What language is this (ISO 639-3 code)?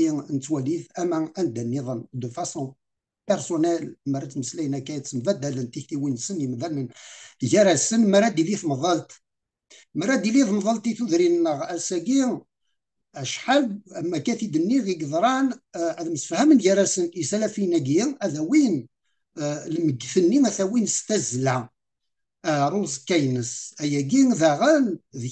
kab